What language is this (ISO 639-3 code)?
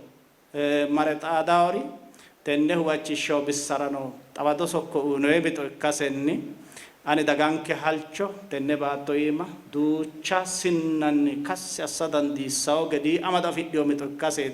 sid